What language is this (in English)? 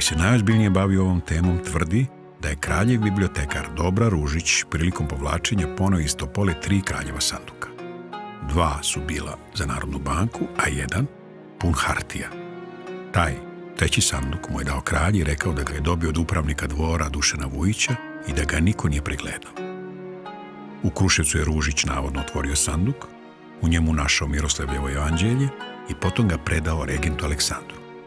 Serbian